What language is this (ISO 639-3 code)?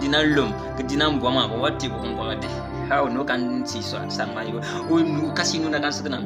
bim